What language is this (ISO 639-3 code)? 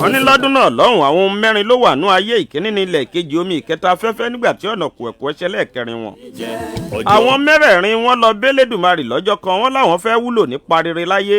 yor